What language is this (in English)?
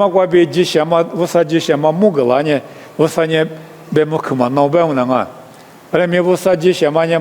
Lisu